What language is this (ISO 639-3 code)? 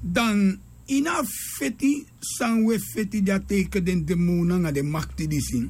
srn